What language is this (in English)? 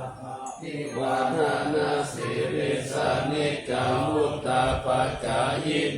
Pali